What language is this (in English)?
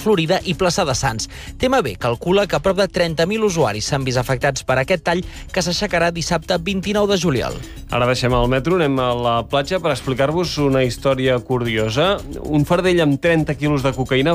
Catalan